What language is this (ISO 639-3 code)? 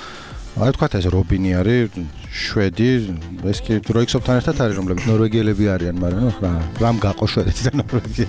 kat